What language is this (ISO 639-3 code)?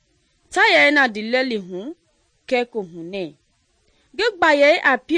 men